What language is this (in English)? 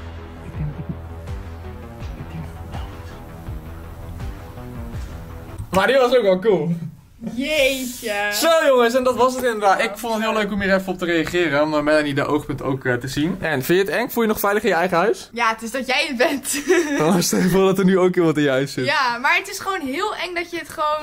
Dutch